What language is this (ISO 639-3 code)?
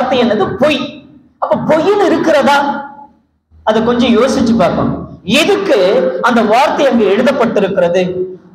tam